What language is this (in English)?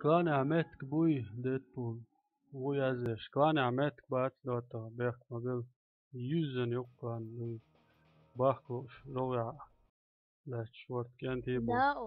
Chechen